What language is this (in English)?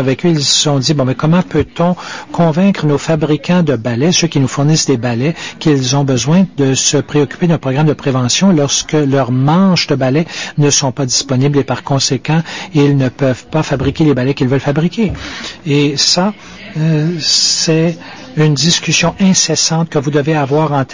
French